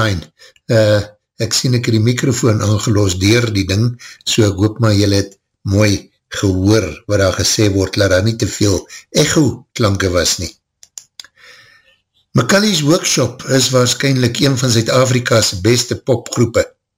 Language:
Afrikaans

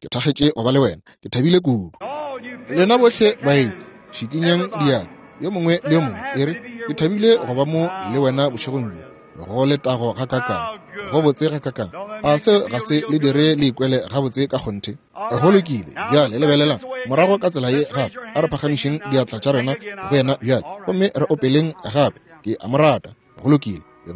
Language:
Northern Sotho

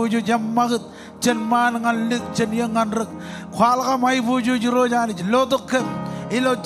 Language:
Marshallese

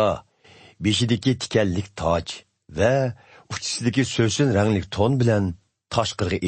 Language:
Uyghur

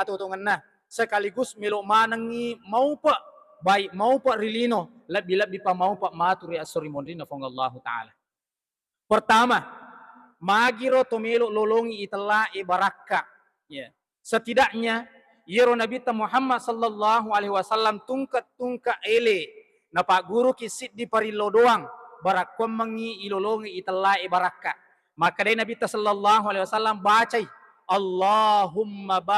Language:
Buginese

